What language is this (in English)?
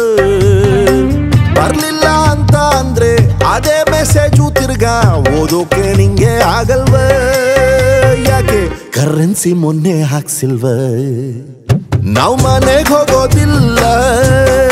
Kannada